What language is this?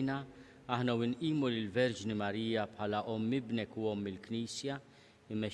Maltese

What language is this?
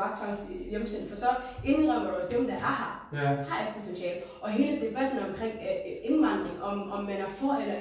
Danish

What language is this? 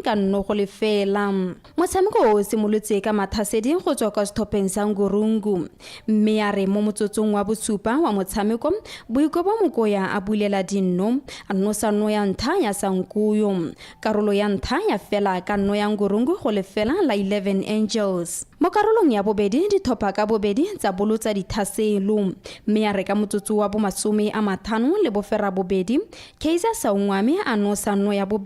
Tswana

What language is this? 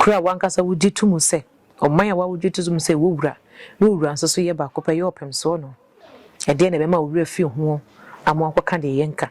Akan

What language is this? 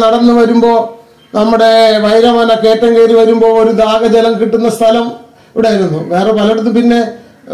Malayalam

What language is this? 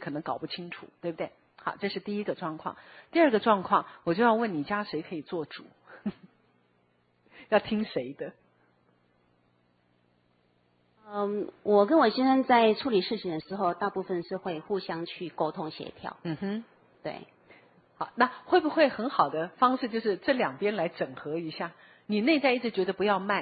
Chinese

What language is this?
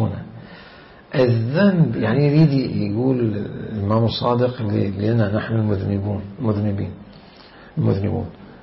Mesopotamian Arabic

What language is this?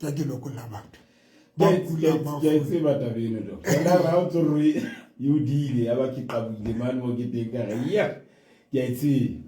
Southern Sotho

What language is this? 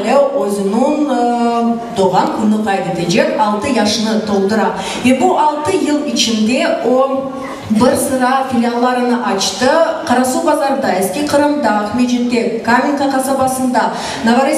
Crimean Tatar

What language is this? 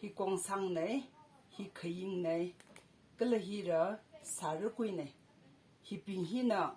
Tangkhul Naga (India)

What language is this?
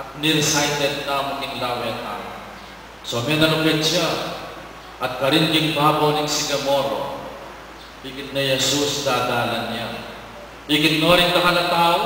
Pampanga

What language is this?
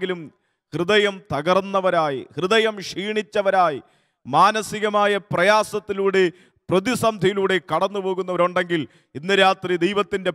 Malayalam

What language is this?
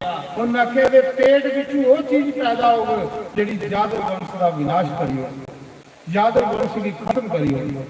Dogri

